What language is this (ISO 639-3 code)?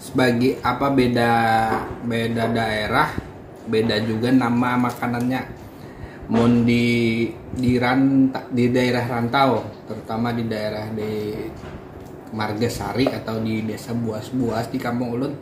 bjn